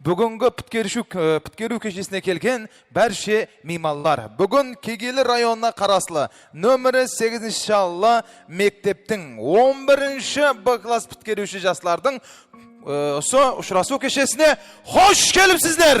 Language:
Kara-Kalpak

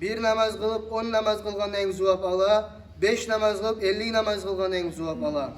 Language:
Kumyk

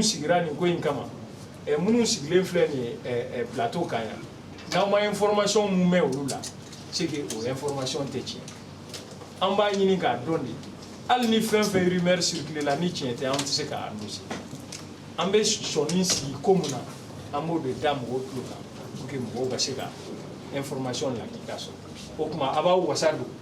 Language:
Bambara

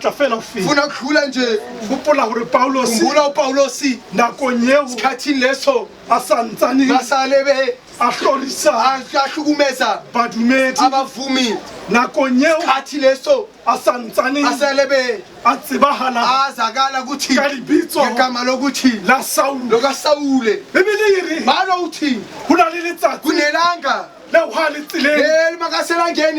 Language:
Southern Sotho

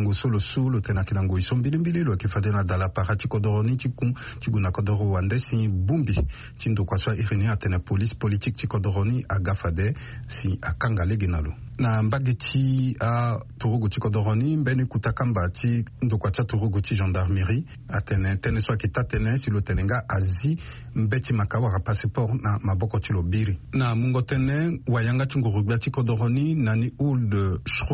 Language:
Sango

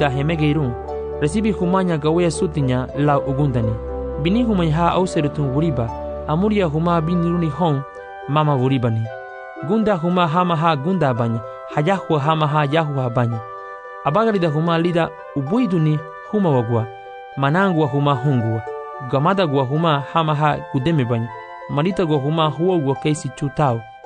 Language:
Garifuna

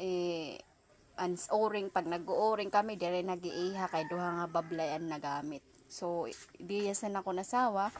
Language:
Waray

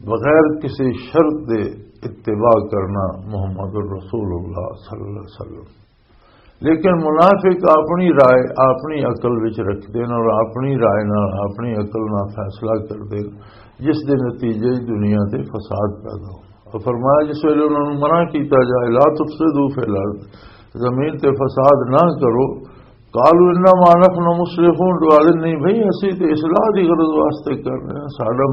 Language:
Western Panjabi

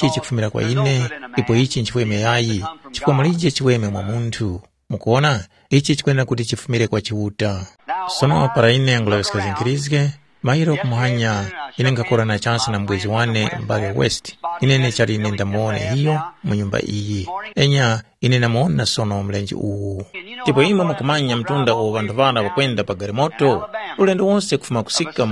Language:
Tumbuka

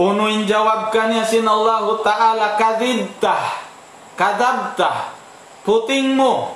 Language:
Tausug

